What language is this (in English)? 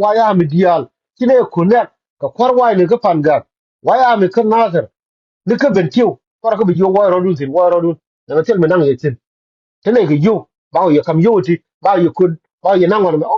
Nuer